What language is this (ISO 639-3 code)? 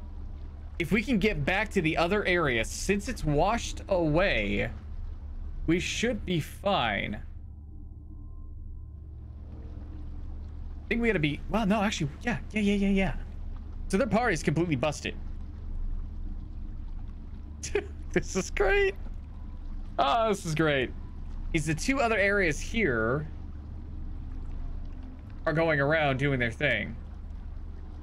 eng